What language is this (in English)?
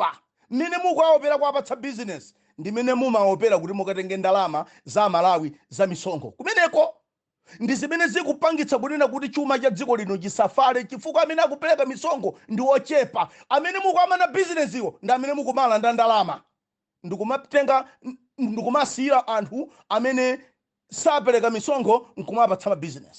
Nyanja